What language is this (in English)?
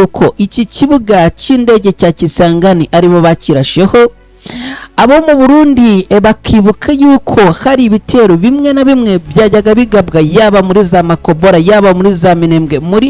Kinyarwanda